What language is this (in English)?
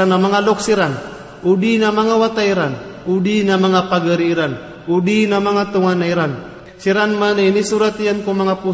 Maranao